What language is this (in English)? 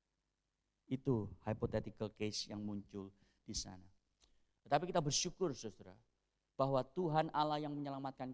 Indonesian